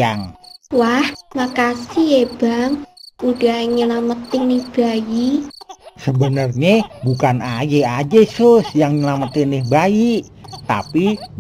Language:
Betawi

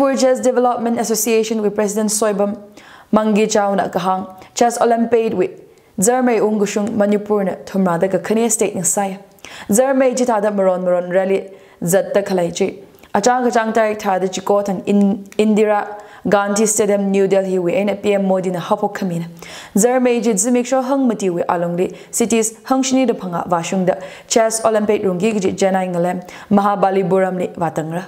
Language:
Tangkhul Naga (India)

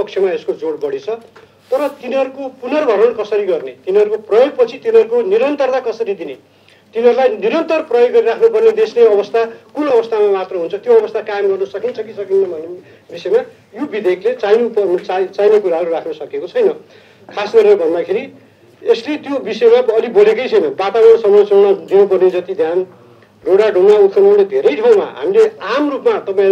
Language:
Nepali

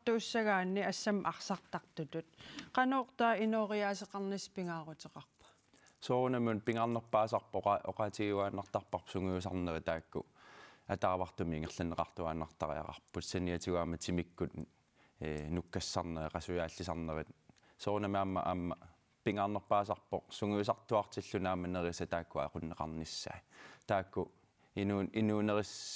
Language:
Kalaallisut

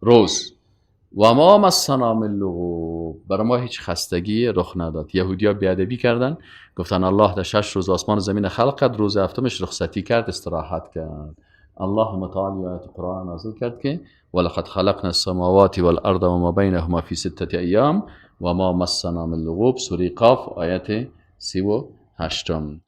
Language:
Persian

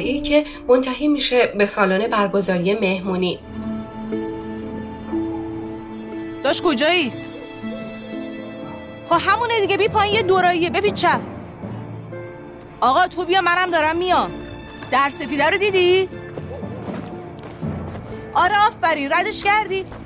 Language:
Persian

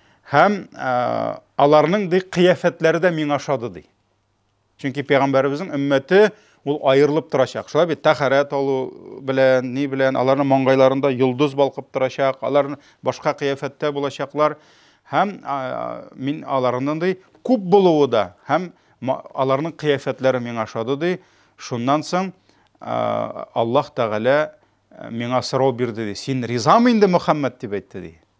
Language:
Tatar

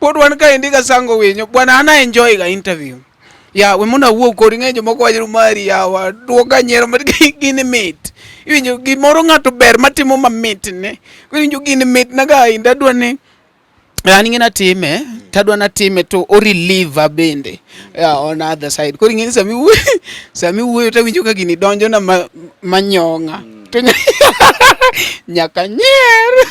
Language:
Luo (Kenya and Tanzania)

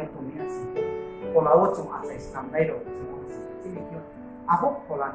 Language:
Riang (India)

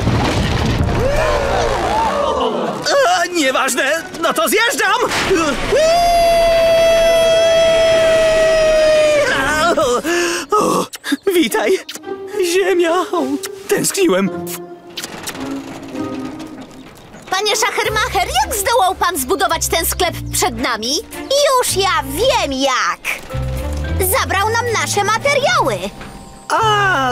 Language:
Polish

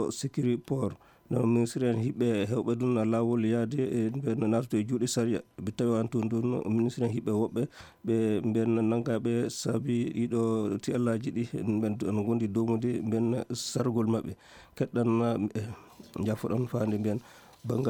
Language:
Fula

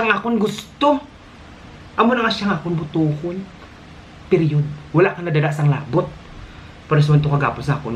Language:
Hiligaynon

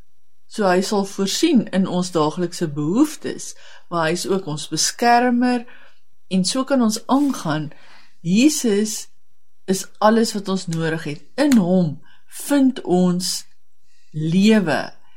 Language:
Afrikaans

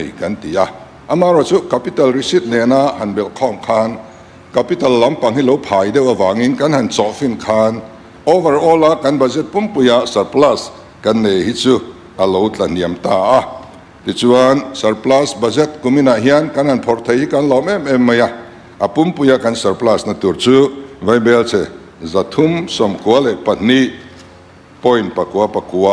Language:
Mizo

